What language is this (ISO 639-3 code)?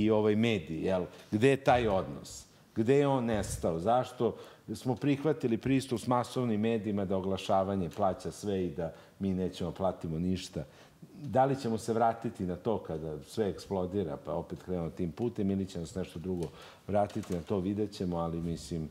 srp